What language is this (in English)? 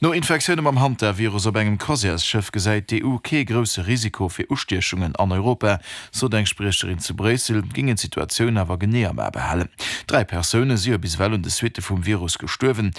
Luxembourgish